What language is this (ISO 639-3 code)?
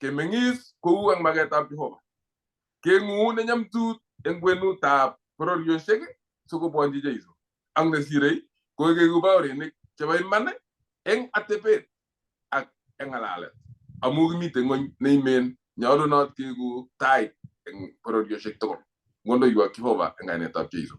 kln